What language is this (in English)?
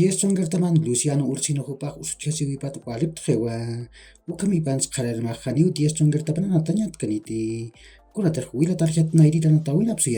Aymara